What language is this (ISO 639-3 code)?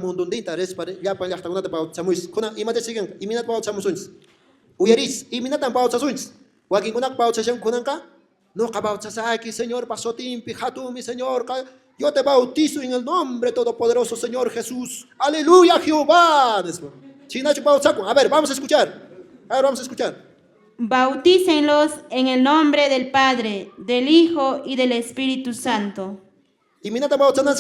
que